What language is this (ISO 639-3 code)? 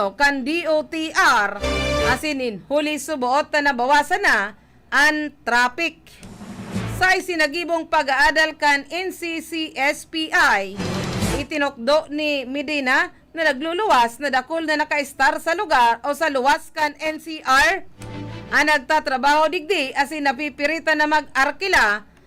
bik